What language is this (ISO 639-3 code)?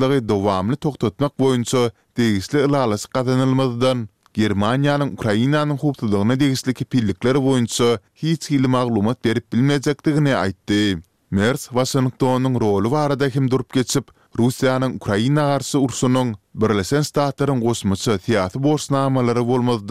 tuk